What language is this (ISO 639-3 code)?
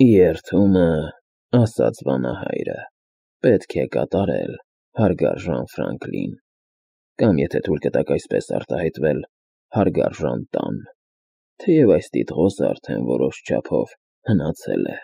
hye